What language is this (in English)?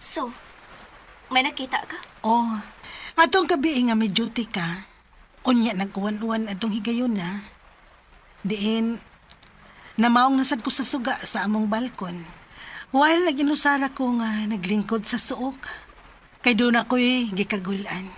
Cebuano